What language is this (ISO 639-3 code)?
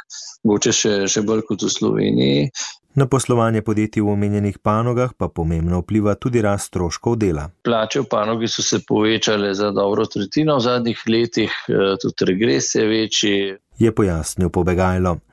slv